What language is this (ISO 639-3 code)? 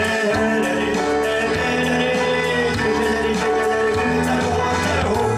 sah